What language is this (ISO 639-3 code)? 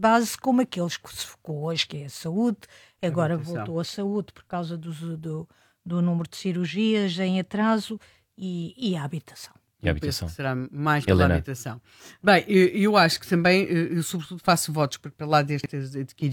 por